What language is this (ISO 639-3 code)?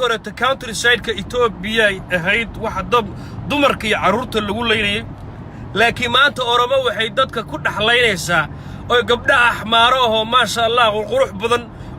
som